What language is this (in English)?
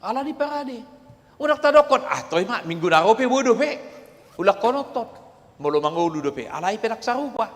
Batak Toba